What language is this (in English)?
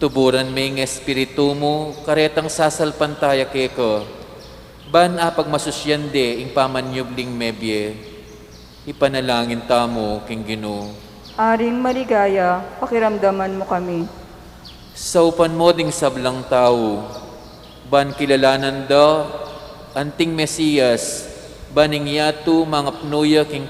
Pampanga